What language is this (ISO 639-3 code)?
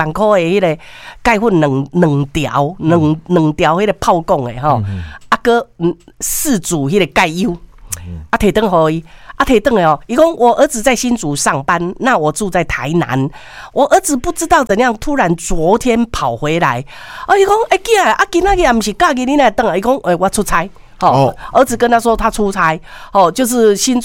nan